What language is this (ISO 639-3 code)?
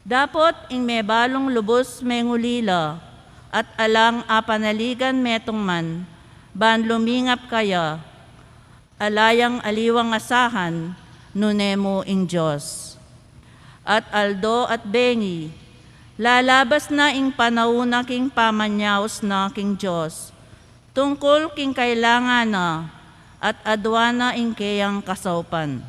pam